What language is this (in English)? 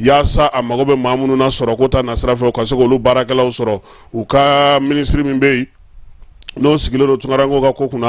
Bambara